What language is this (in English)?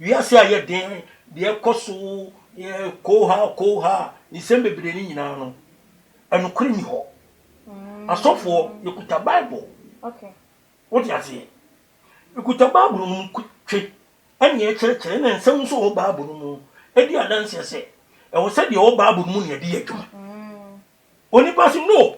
Akan